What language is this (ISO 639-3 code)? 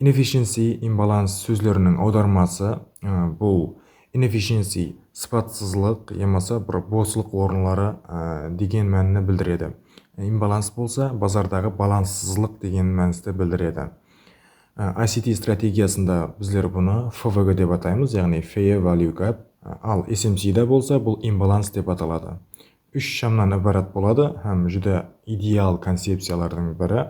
kaa